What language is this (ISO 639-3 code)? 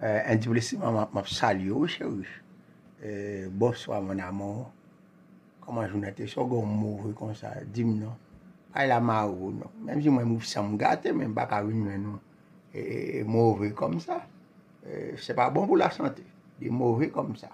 hat